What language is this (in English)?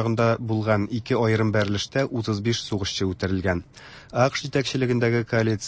Tatar